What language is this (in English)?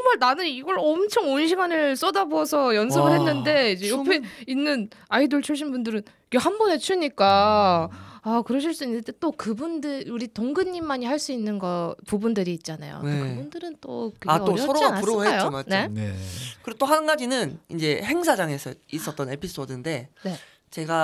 Korean